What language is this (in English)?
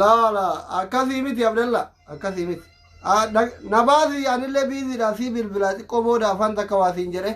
Oromo